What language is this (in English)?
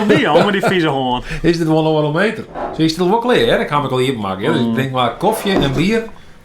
Western Frisian